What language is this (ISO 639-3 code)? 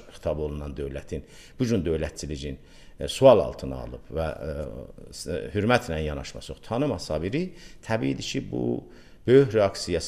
aze